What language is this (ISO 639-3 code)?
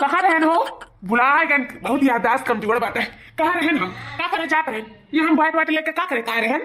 awa